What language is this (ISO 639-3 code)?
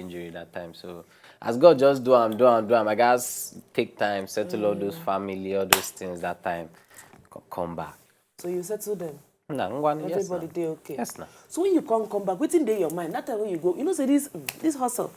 pcm